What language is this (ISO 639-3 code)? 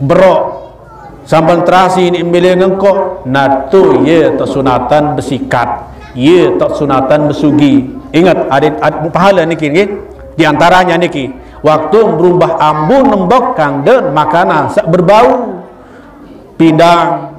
sas